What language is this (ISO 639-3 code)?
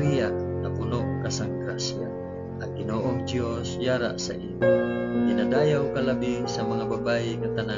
hil